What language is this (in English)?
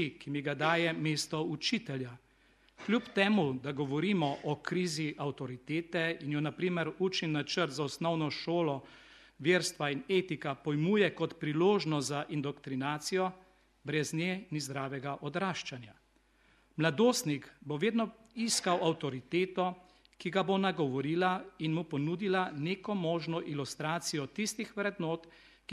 Slovenian